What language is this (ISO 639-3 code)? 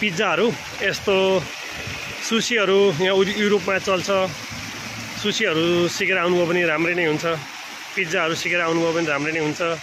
nep